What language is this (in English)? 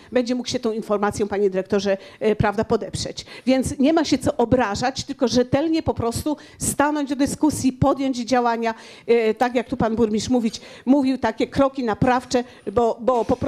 Polish